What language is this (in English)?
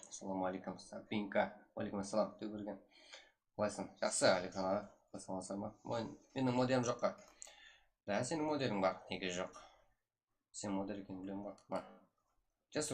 Kara-Kalpak